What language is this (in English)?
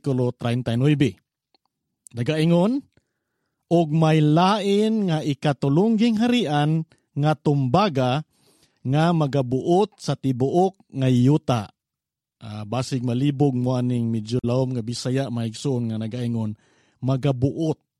Cebuano